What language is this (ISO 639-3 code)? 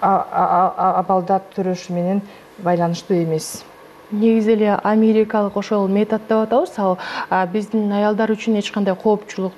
kir